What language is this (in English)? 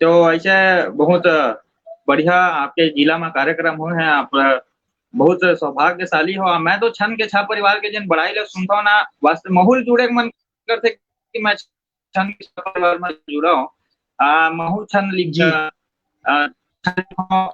Chhattisgarhi